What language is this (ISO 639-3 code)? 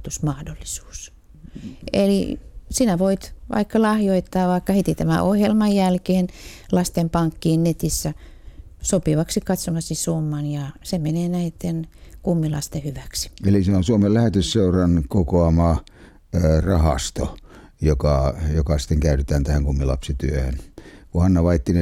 fin